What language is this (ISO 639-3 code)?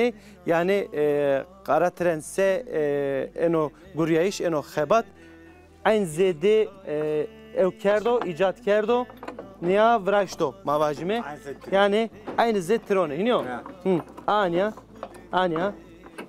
zza